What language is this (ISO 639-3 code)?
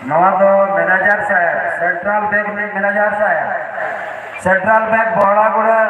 sat